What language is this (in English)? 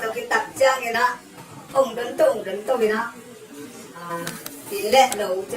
Tedim Chin